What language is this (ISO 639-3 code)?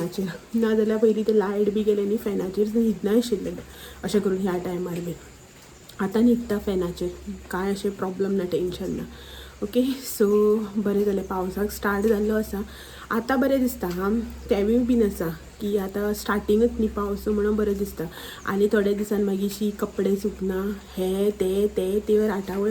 kok